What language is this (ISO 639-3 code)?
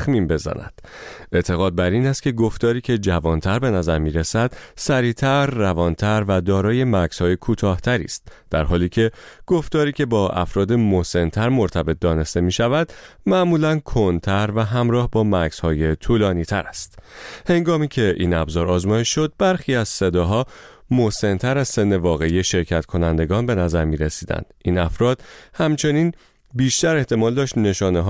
fas